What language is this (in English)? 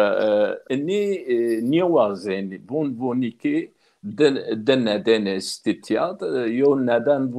Zaza